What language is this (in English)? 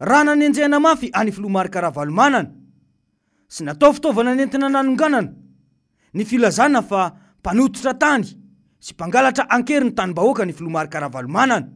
Malagasy